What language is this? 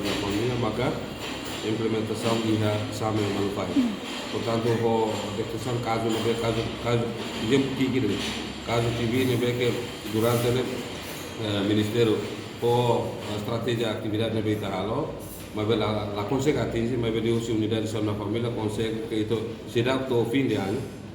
Tetum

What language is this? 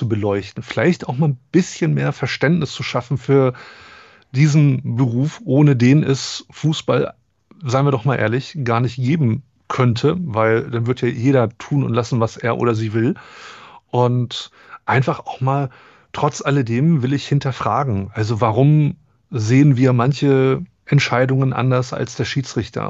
German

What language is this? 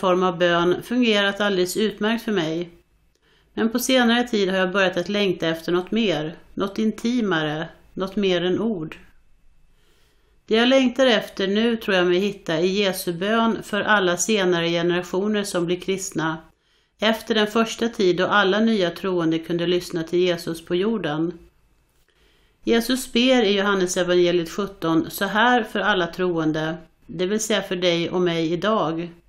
Swedish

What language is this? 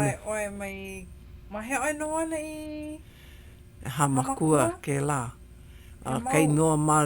Hawaiian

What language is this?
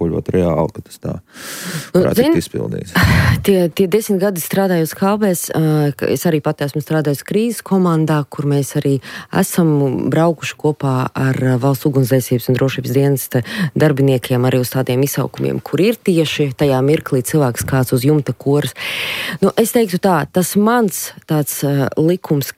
Latvian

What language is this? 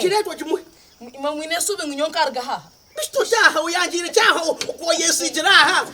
Nyankole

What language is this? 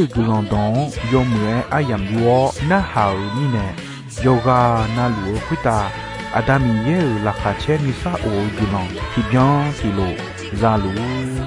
Akha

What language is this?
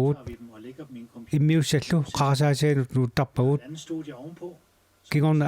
Kalaallisut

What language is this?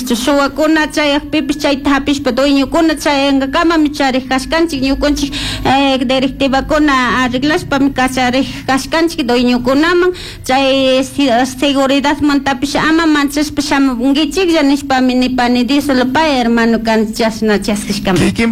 Chimborazo Highland Quichua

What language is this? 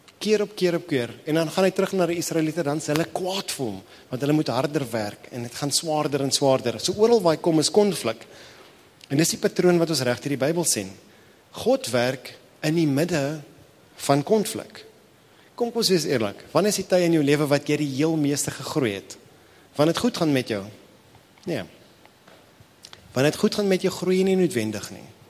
Afrikaans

